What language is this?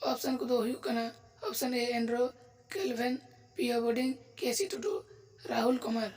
Santali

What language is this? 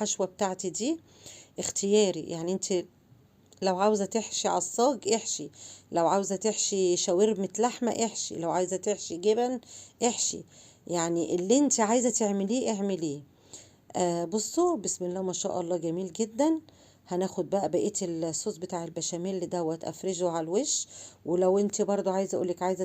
Egyptian Arabic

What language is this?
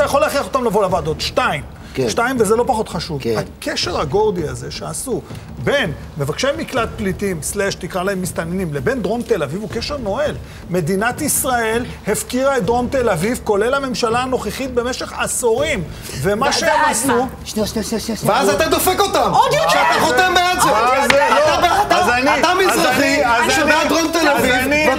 Hebrew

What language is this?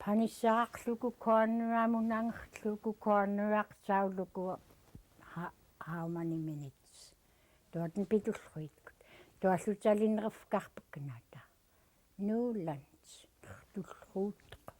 Central Yupik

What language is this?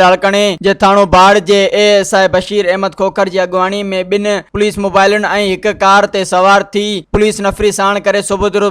Sindhi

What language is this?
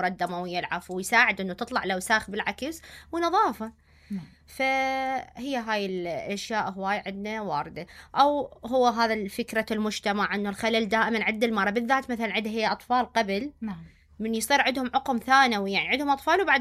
Mesopotamian Arabic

